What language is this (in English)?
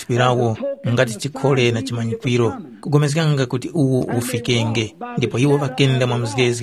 Tumbuka